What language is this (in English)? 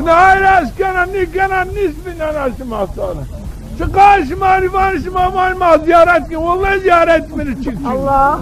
Zaza